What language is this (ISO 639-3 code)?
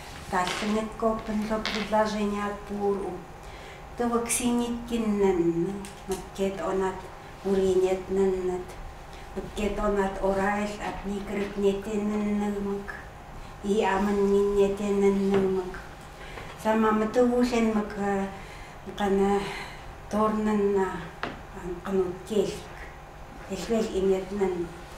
ckt